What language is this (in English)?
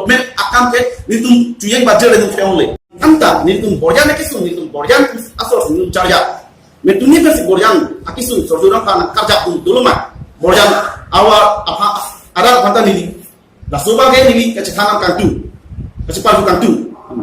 Karbi